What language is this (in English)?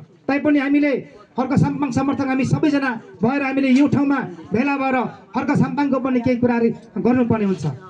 Nepali